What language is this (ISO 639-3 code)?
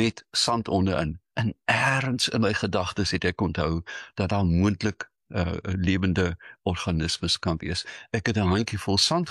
afr